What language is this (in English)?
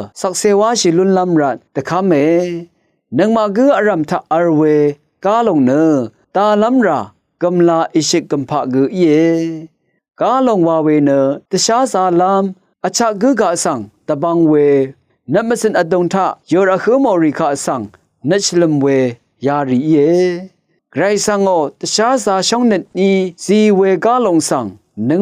Rawang